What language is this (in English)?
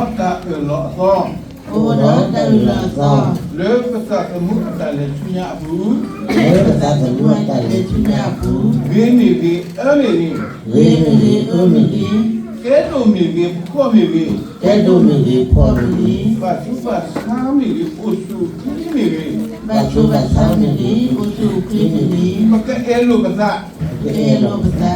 S'gaw Karen